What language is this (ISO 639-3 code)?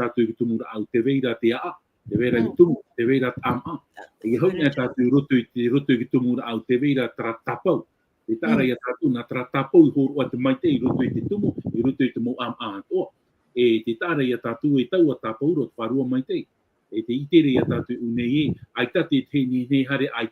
tah